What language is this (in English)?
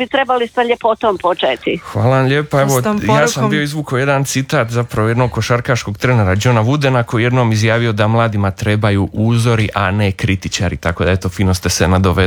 Croatian